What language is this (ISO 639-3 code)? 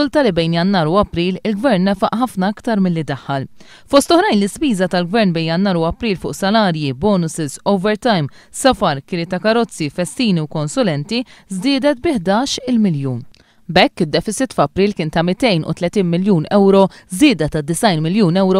mlt